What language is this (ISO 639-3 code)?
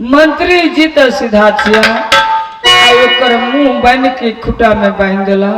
mai